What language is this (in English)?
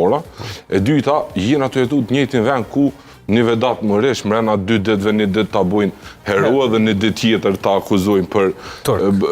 Albanian